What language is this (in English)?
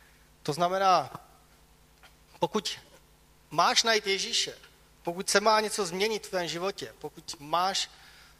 Czech